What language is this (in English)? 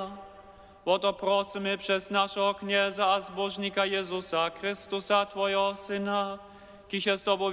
Upper Sorbian